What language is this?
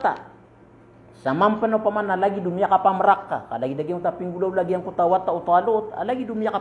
Maranao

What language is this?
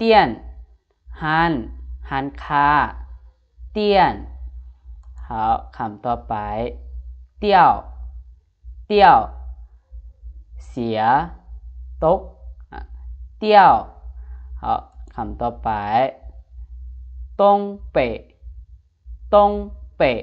Lao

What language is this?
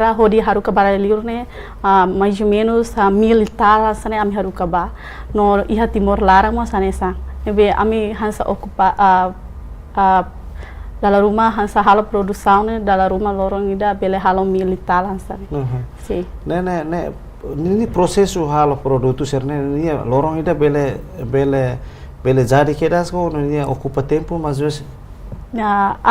Tetum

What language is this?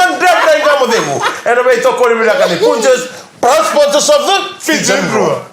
Fijian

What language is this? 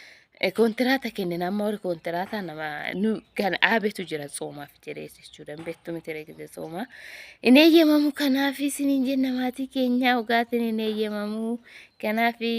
Oromo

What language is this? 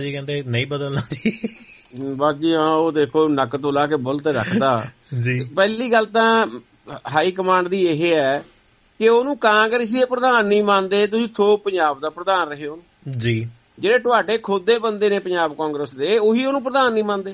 Punjabi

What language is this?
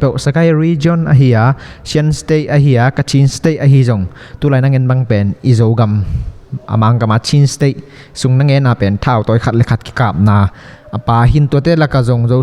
Tedim Chin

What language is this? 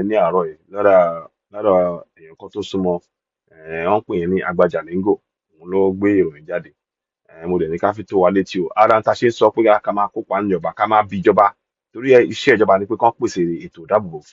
Yoruba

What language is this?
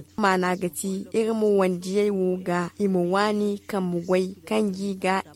Zarma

